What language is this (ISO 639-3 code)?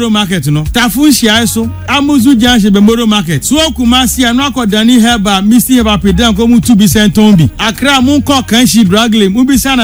aka